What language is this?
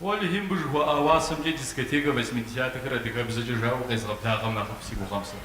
Kabardian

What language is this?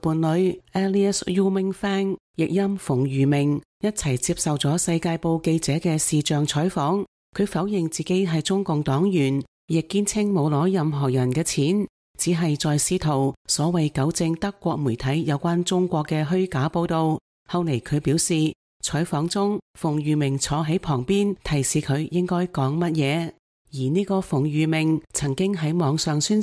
Cantonese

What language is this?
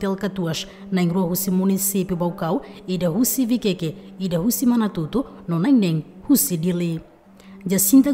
Tetum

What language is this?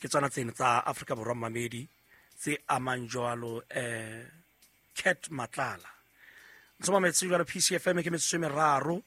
Southern Sotho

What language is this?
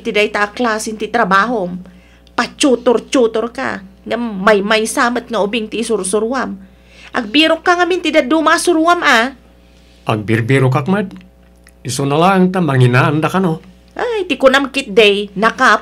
Iloko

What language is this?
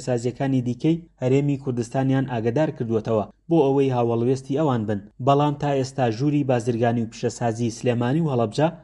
Central Kurdish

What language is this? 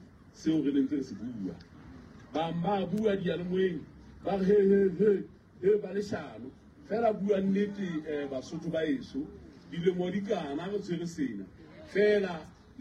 Southern Sotho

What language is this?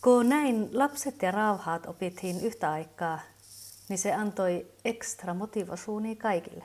Kven Finnish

